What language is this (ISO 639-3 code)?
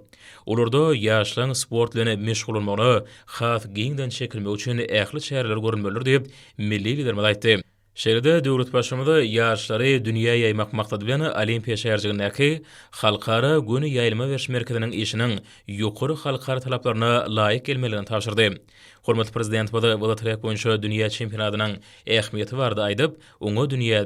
tuk